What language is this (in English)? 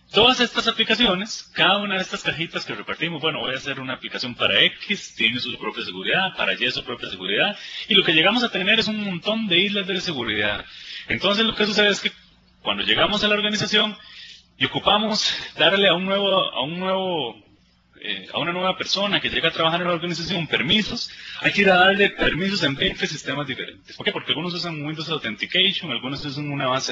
Spanish